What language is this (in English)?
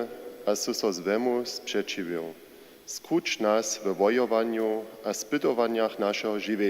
Upper Sorbian